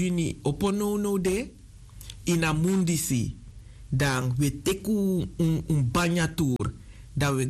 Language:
Sranan Tongo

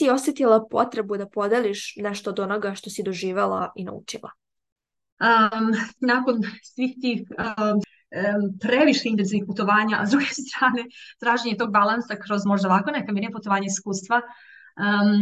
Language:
Serbian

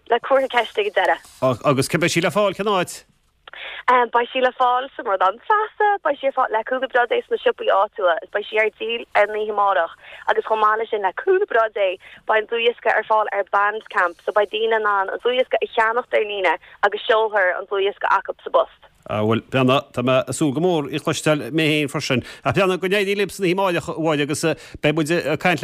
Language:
Irish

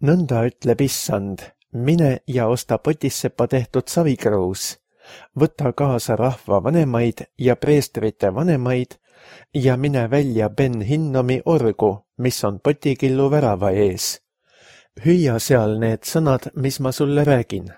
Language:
Estonian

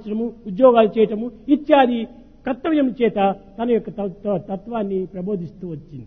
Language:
Telugu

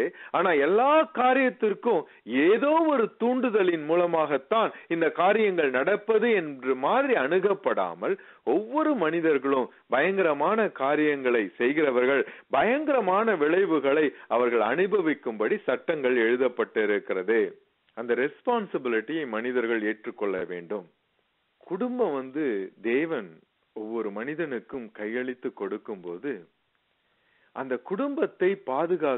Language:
Tamil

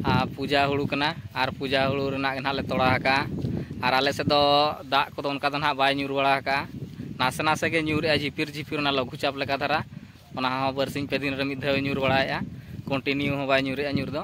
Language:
Santali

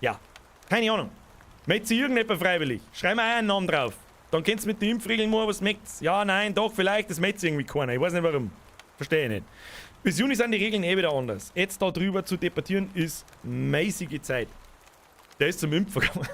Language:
Bavarian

